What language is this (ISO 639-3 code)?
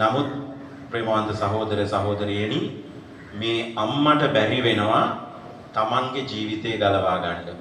sin